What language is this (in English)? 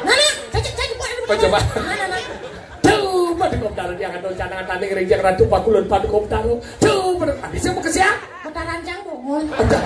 Balinese